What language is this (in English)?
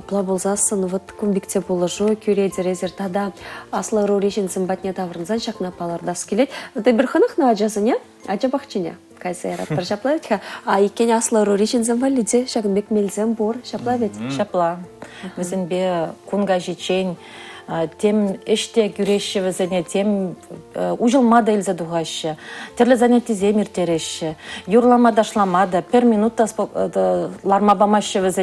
Chuvash